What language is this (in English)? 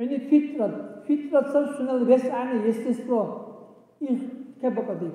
Dargwa